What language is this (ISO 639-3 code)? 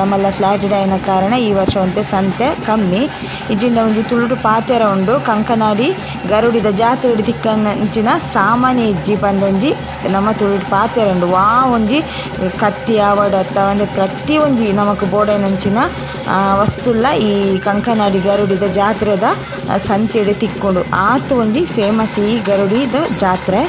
tcy